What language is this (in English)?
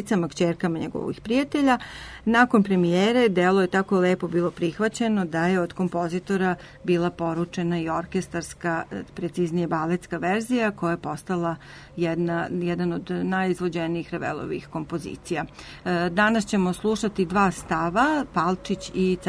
Serbian